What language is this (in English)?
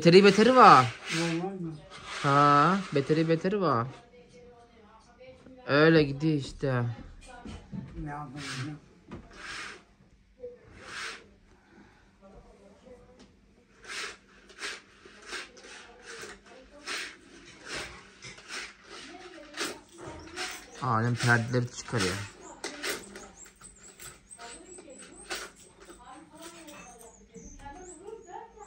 Turkish